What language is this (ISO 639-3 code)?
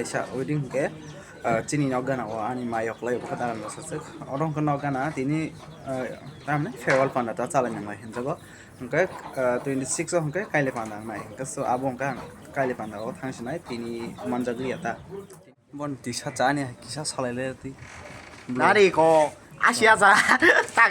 trp